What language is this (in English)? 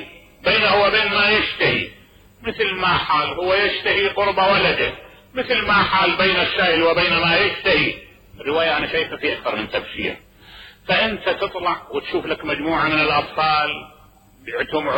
Mesopotamian Arabic